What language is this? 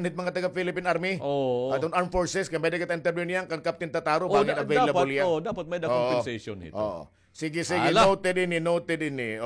Waray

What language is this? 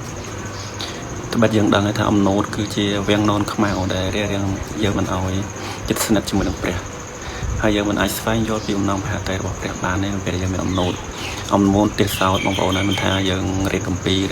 Khmer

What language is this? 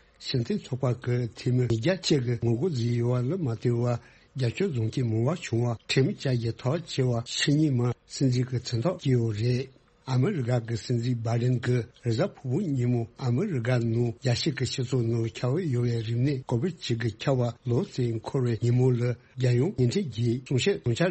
Tibetan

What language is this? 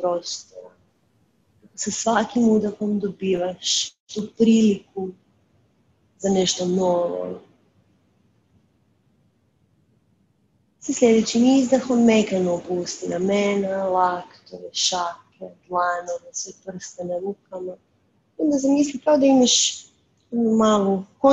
Croatian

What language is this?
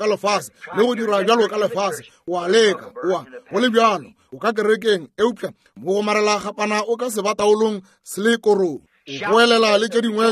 Northern Sotho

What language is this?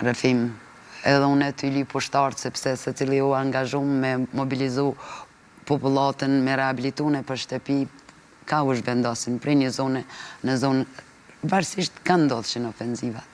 Albanian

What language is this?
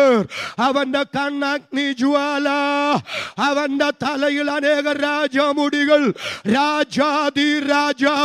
Malayalam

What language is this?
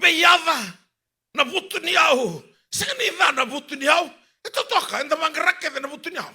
Fijian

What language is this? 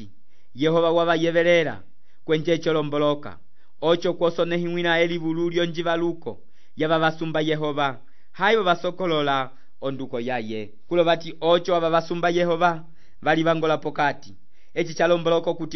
Umbundu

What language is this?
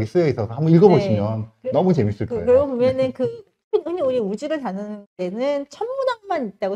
Korean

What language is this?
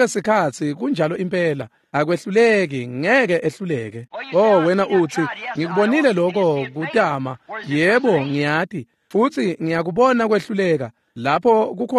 Swati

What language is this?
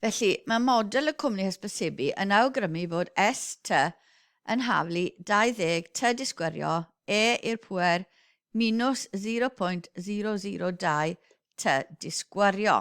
Welsh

